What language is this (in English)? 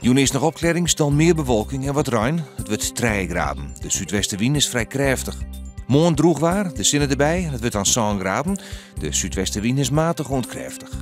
Western Frisian